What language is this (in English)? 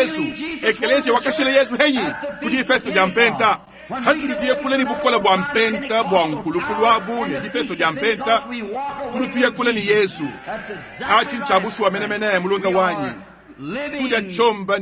Luba-Lulua